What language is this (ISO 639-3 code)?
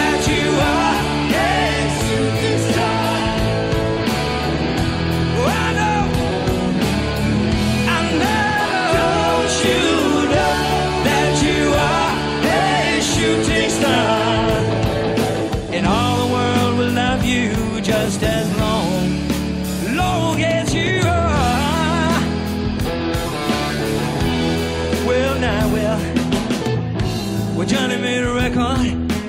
eng